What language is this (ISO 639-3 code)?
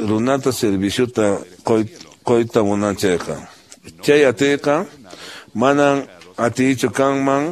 que